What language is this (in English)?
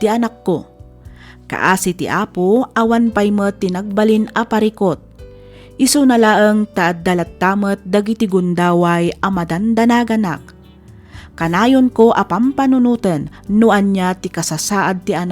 Iloko